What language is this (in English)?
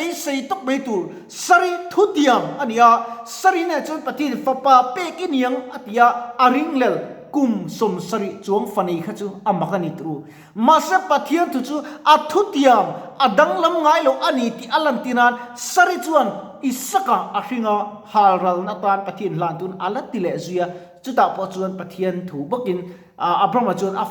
Mizo